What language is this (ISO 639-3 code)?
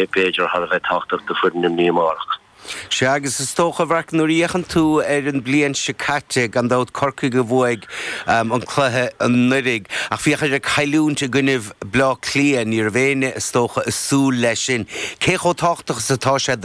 gle